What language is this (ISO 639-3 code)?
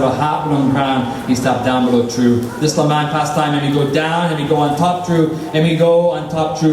tpi